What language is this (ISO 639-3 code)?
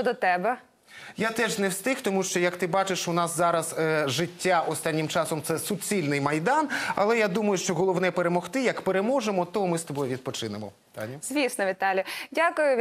ukr